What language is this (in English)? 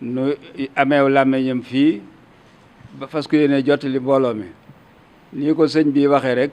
Wolof